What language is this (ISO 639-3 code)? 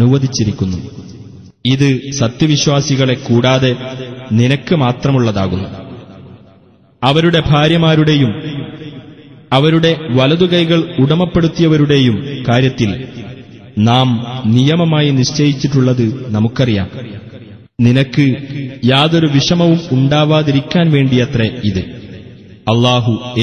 mal